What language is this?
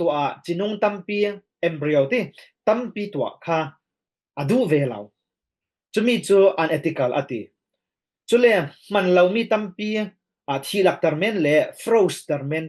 Falam Chin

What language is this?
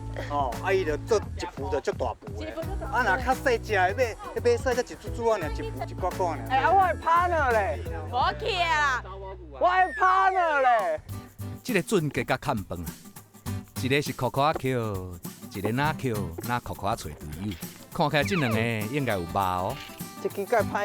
Min Nan Chinese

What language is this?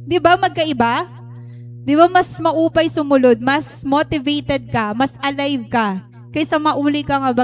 Waray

